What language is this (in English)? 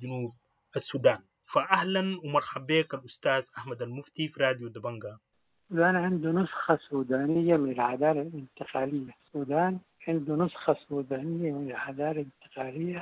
Sudanese Arabic